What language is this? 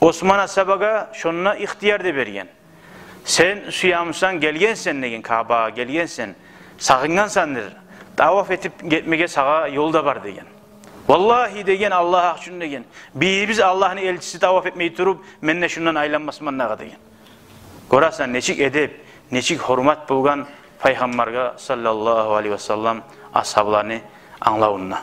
Kumyk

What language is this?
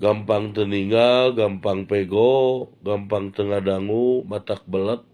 Sundanese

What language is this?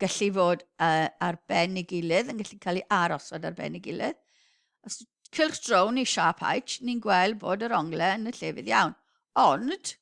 Welsh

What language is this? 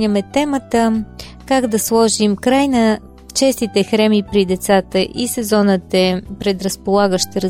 Bulgarian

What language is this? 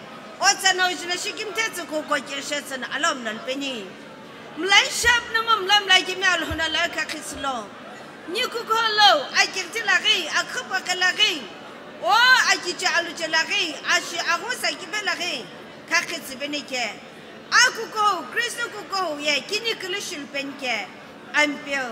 Sumi Naga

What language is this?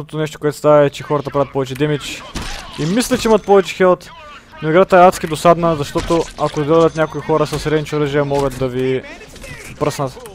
Bulgarian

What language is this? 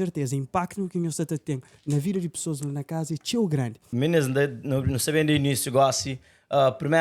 Kabuverdianu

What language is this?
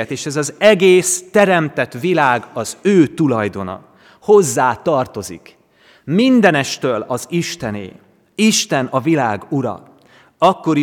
Hungarian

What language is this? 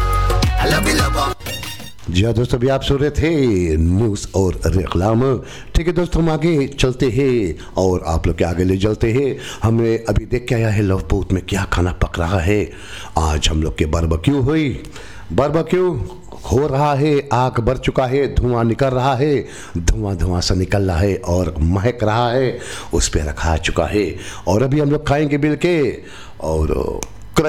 Hindi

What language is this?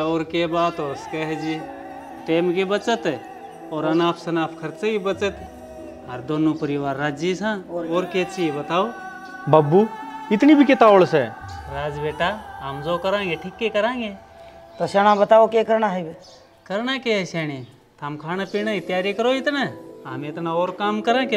Haryanvi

